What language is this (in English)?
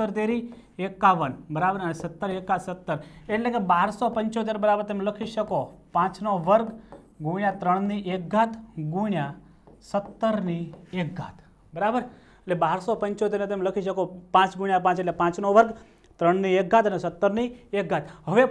Gujarati